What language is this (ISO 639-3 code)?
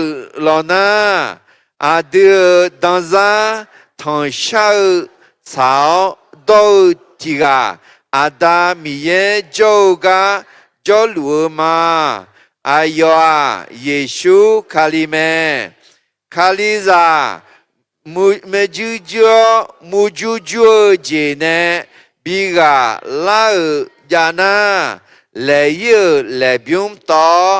ahk